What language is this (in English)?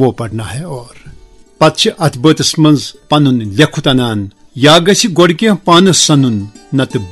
Kashmiri